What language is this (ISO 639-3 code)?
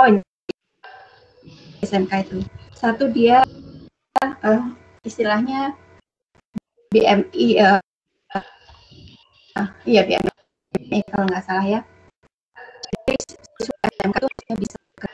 ind